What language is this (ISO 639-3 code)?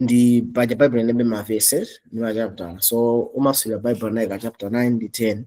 nya